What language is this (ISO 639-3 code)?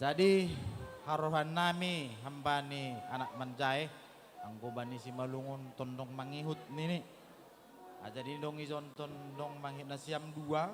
bts